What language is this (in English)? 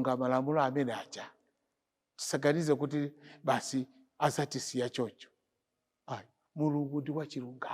Nyanja